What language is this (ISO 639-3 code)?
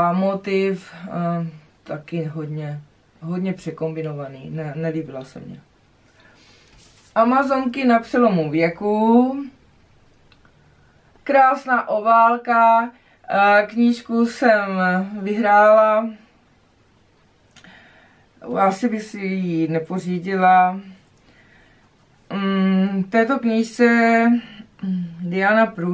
ces